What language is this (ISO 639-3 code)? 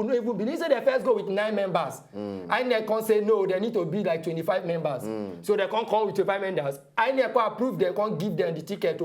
pcm